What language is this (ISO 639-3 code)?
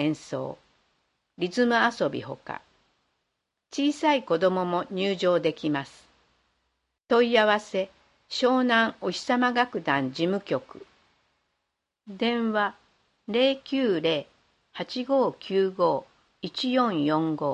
jpn